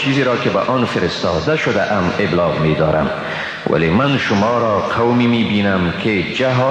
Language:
Persian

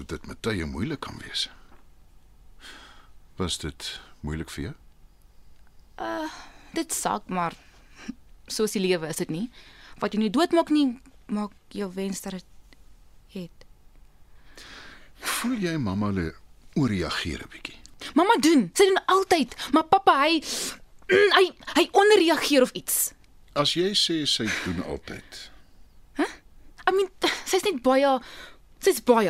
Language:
Afrikaans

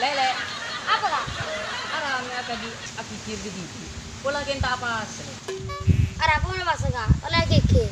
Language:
Madurese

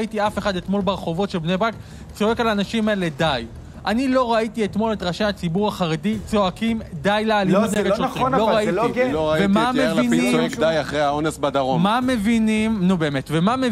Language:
Hebrew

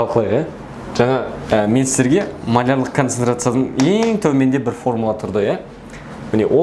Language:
Kazakh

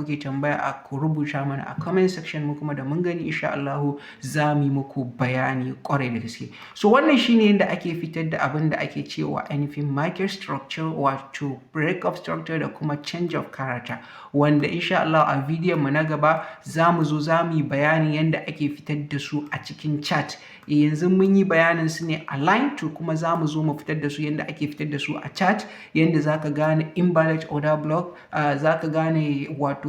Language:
Hausa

